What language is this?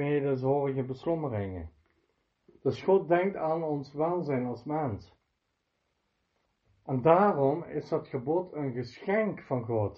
Dutch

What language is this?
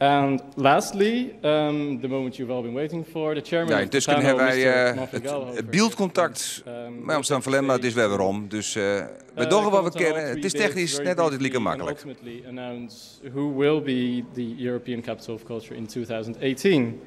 Western Frisian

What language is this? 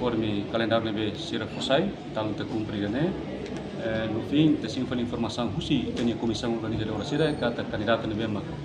Tetum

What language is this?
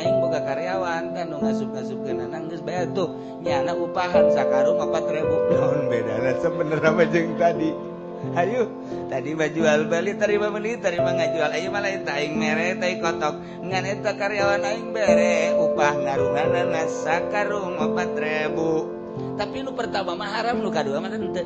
Sundanese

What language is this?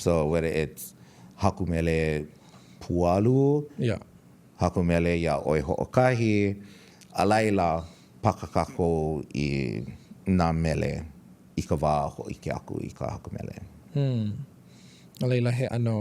Hawaiian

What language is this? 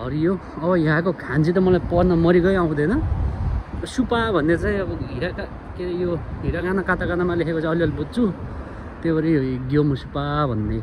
Nepali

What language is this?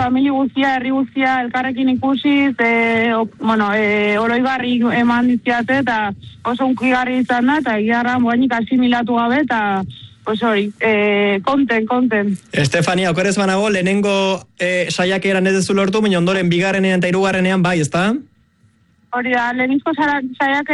Basque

